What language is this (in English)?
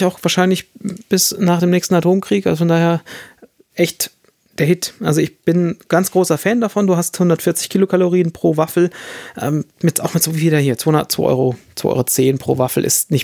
German